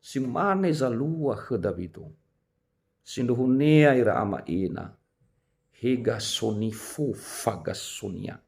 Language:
Nias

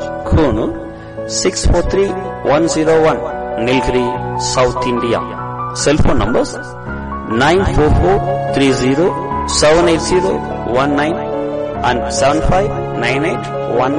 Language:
Tamil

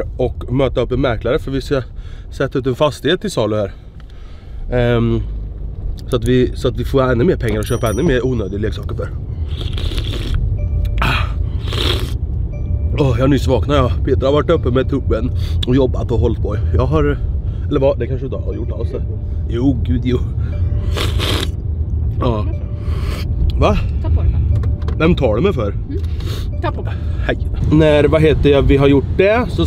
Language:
Swedish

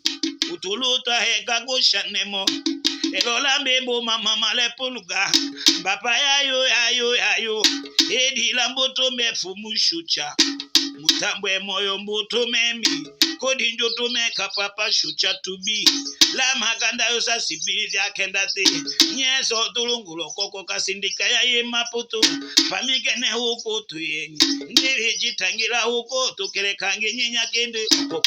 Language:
Tetela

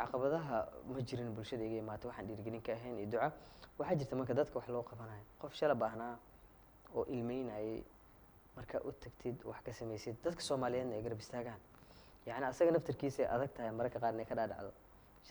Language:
Somali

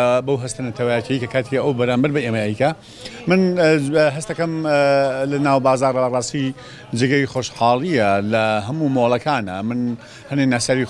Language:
Central Kurdish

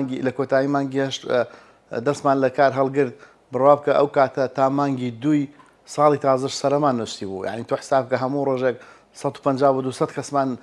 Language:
Central Kurdish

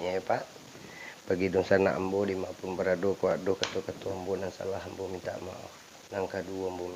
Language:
Minangkabau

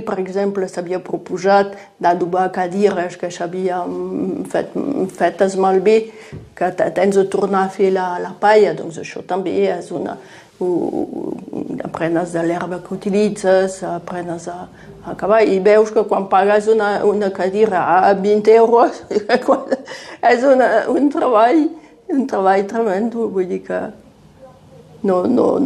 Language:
Catalan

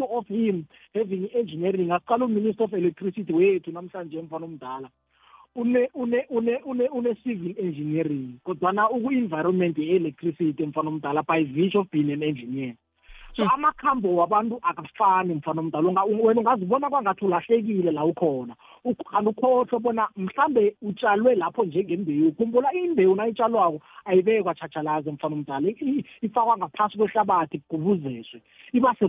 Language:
South Ndebele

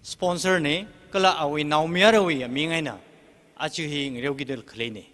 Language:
Tangkhul Naga (India)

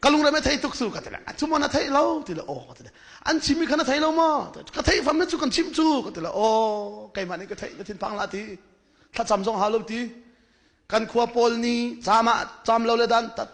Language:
Hakha Chin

